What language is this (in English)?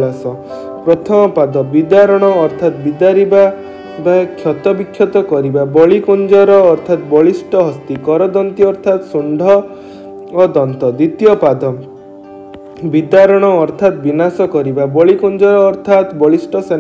Odia